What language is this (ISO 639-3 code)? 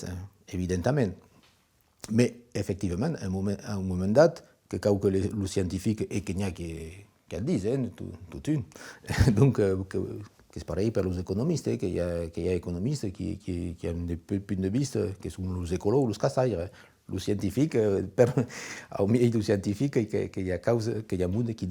oci